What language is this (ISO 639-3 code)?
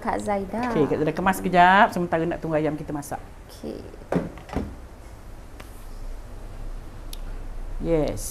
msa